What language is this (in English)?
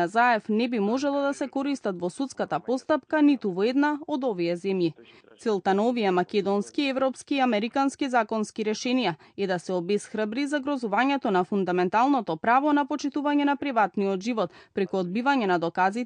Macedonian